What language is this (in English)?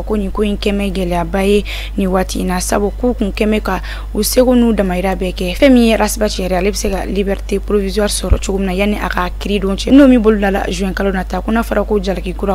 Bambara